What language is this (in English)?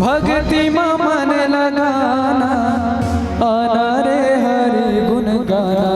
Chhattisgarhi